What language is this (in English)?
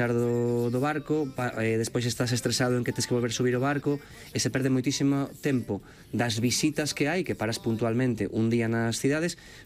Galician